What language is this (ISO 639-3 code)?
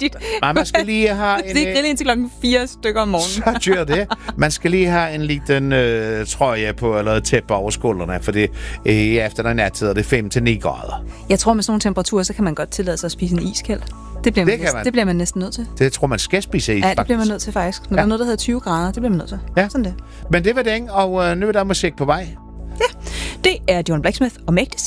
dan